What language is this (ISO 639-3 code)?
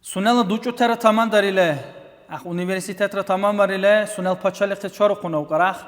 dar